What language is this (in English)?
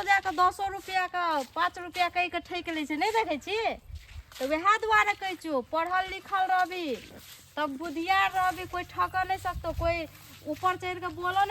Maithili